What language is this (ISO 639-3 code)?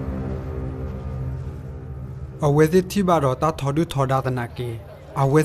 ksw